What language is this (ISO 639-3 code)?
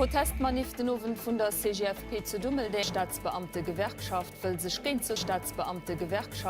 ltz